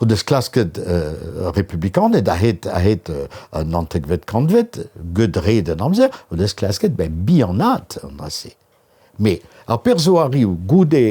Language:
Breton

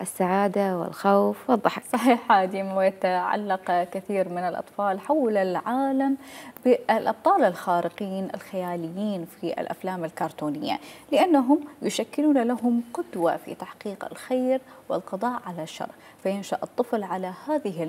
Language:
Mesopotamian Arabic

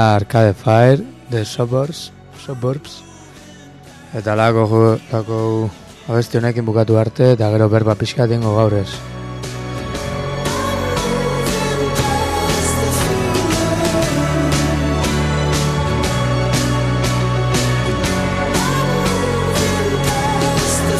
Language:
Basque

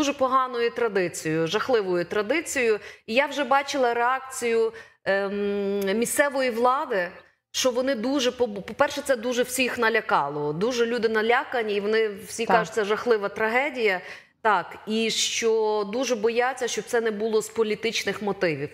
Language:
Ukrainian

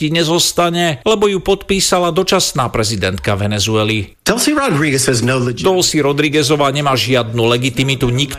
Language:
Slovak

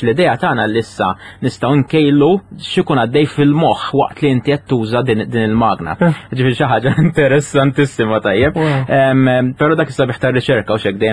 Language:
Maltese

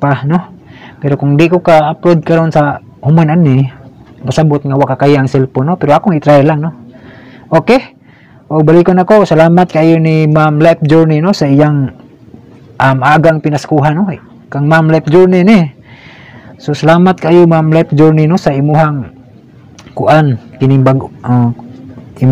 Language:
Cebuano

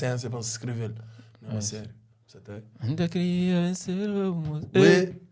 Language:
Kabuverdianu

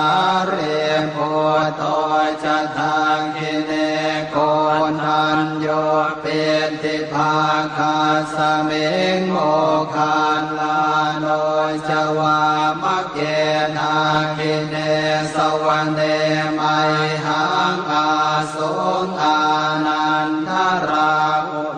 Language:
Pali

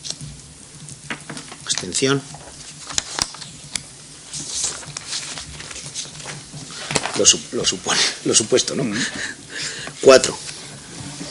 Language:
Spanish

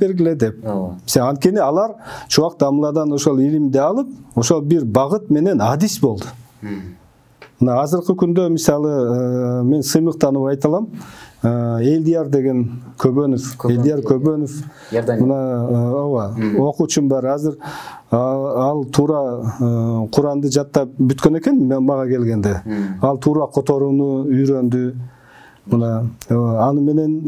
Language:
Kyrgyz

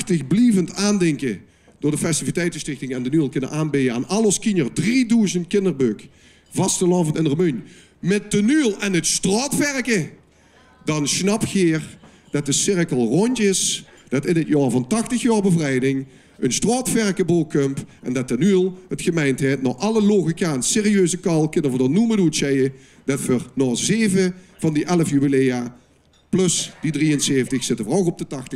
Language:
Limburgish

